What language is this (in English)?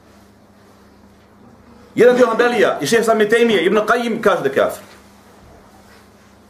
Bosnian